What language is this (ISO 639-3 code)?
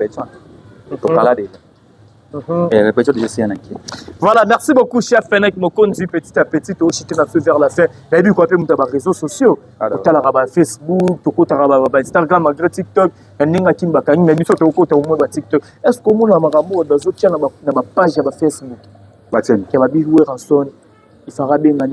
lin